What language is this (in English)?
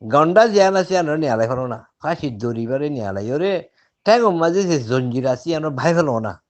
Rohingya